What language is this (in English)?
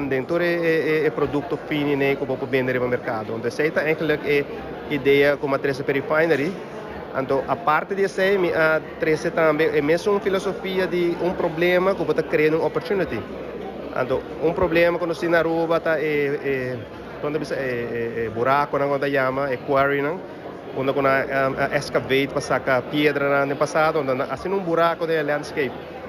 Papiamento